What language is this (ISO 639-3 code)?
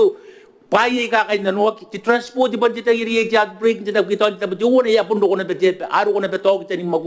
gil